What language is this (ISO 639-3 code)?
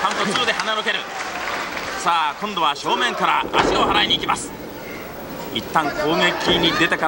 jpn